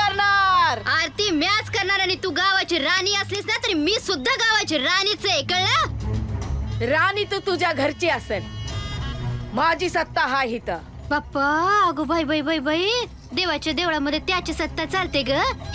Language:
Marathi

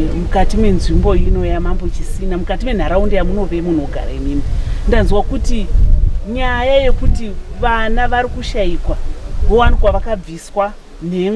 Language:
Shona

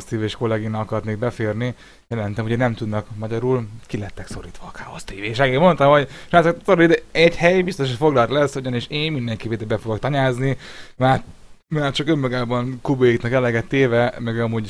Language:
Hungarian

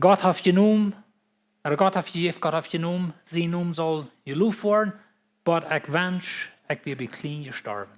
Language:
Plautdietsch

